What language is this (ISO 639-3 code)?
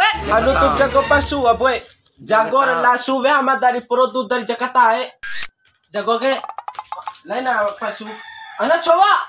bhp